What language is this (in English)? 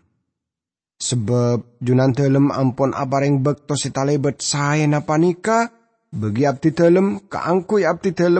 Madurese